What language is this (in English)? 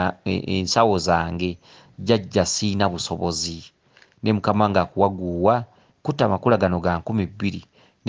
Ganda